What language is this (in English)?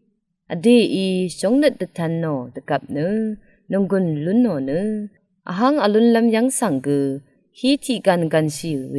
Rawang